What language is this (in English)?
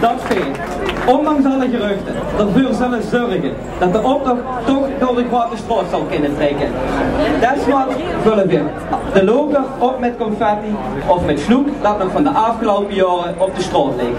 Limburgish